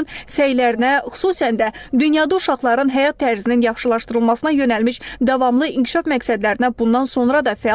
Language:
Azerbaijani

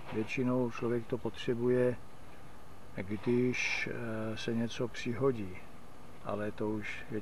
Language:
Czech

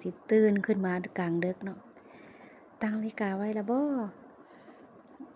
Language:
Lao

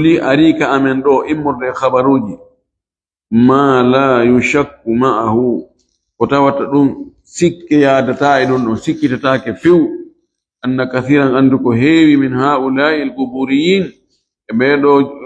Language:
Fula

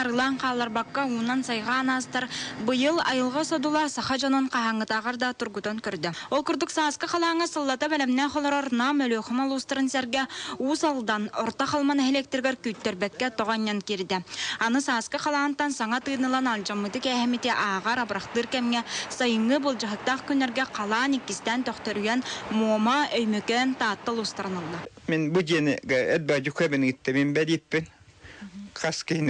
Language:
Yakut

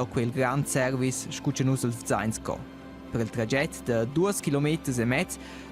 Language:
Romansh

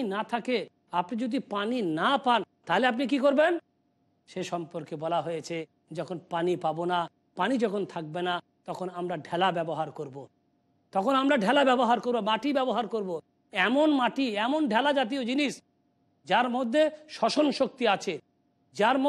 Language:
Bangla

